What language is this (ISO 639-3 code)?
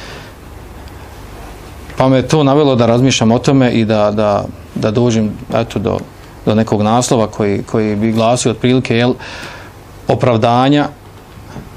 bos